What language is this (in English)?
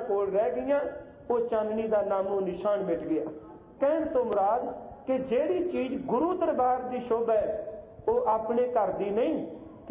Punjabi